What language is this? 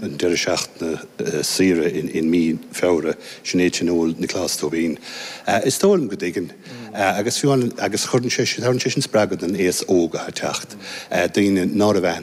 Irish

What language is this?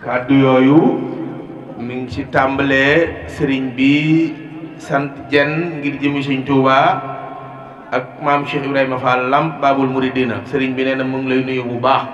Wolof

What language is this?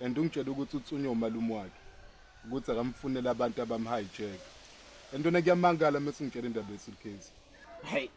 Zulu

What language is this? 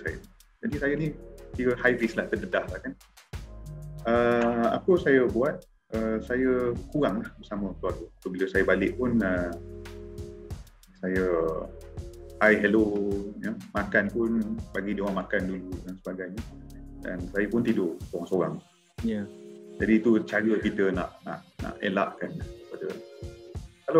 Malay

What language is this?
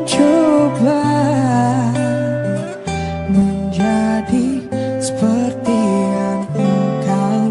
Indonesian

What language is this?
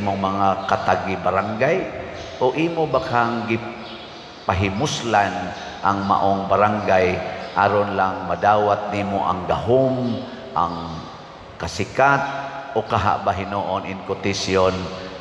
Cebuano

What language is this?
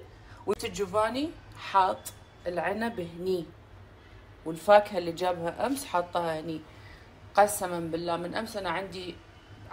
Gulf Arabic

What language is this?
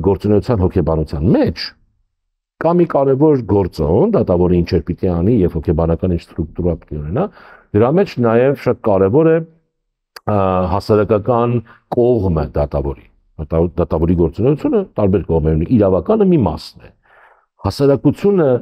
Armenian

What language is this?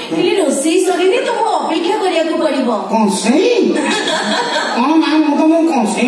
Odia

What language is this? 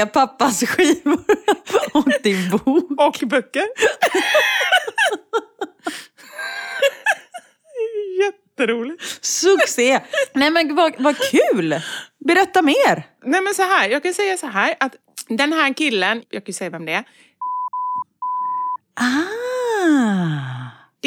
Swedish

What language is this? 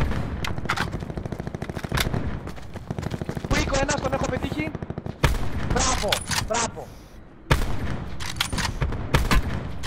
Greek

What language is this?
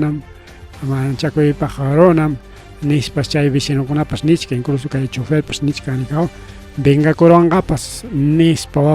Ayacucho Quechua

